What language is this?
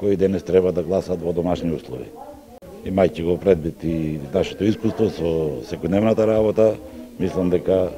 Macedonian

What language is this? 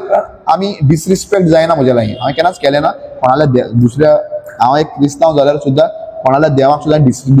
Konkani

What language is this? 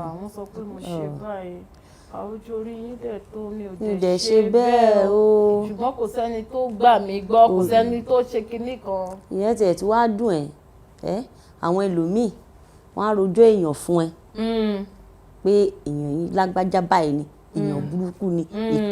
Yoruba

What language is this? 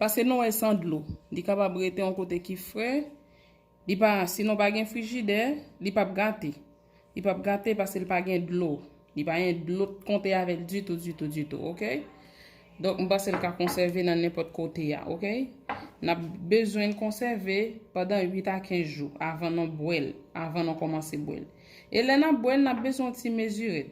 Haitian Creole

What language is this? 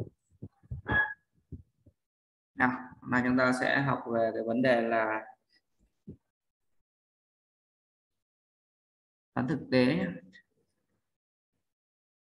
Vietnamese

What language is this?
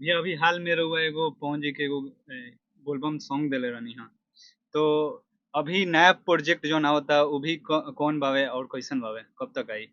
Bhojpuri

